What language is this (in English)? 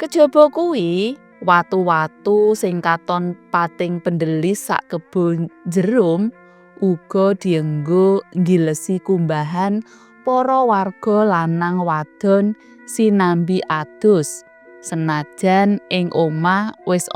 Javanese